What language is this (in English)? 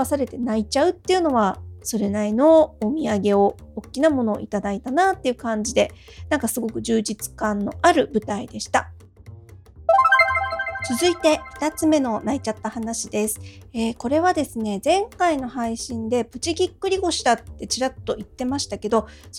Japanese